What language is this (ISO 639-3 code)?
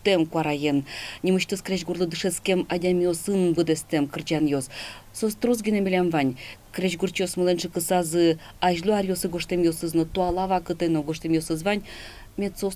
udm